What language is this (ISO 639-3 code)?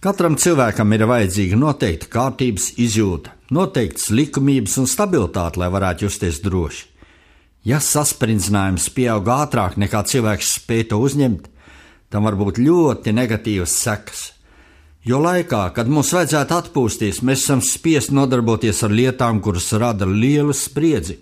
lav